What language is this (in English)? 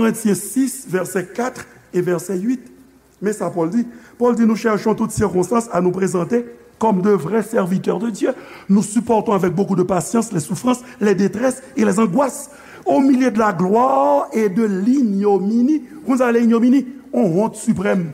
Haitian Creole